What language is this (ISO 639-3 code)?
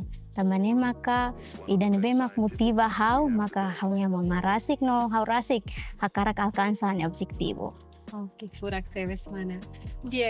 tet